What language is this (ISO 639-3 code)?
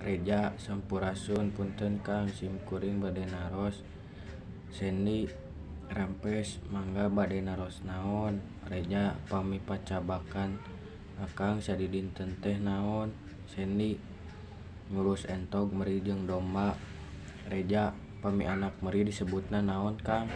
sun